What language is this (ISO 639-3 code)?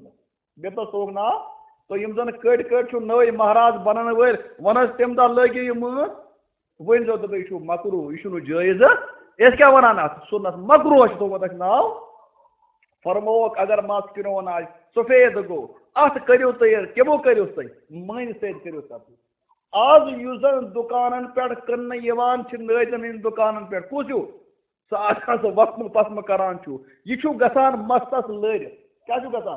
kas